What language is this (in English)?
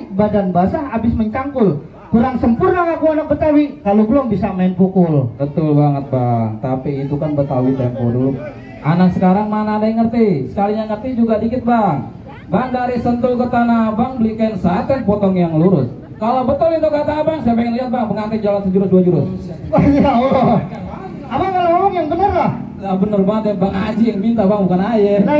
Betawi